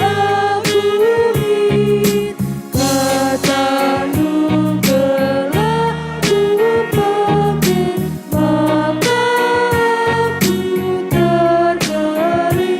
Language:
Batak Karo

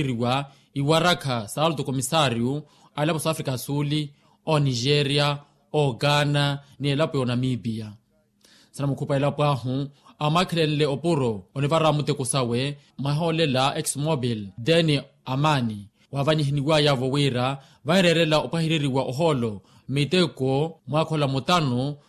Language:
Makhuwa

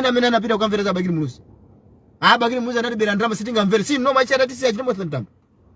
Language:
Nyanja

